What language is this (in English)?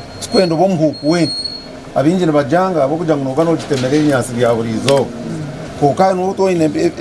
Nyankole